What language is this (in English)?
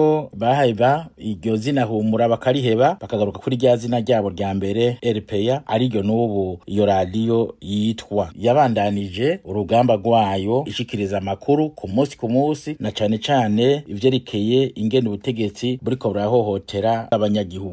Rundi